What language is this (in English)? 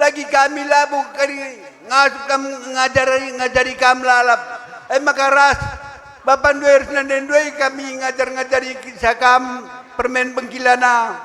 Batak Karo